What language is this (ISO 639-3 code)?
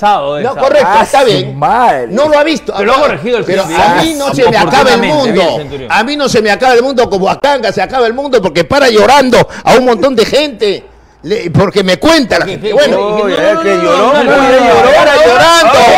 spa